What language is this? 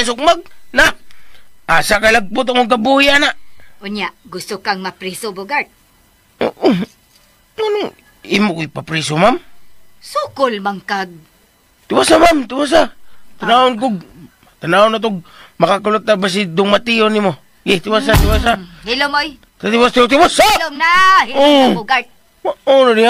Cebuano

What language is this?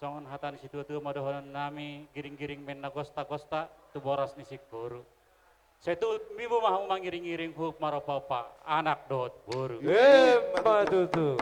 Batak Toba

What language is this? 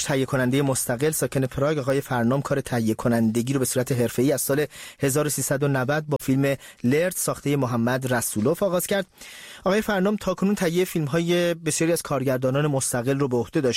Persian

